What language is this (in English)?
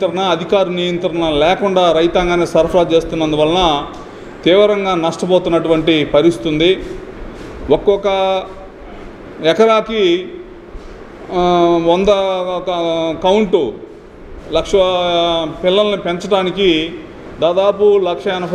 Telugu